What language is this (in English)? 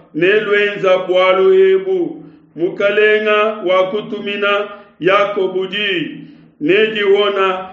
Luba-Lulua